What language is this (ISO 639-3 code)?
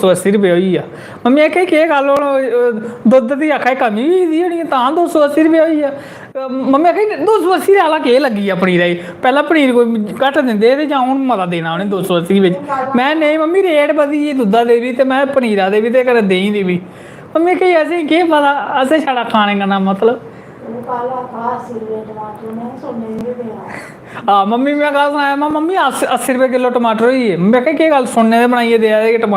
doi